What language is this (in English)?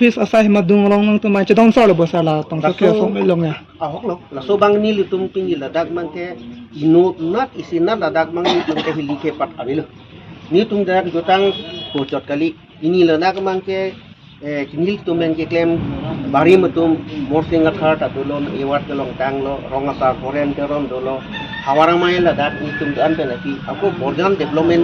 Karbi